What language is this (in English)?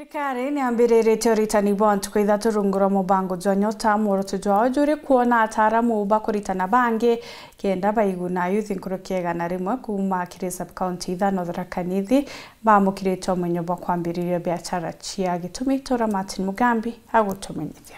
Meru